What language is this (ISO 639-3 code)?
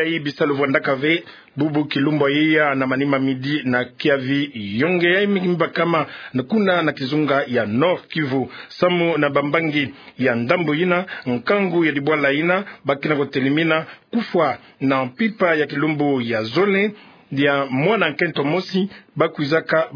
ktu